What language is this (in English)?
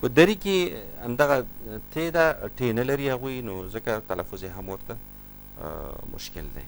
Pashto